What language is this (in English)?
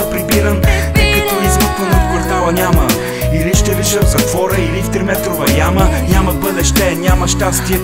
Bulgarian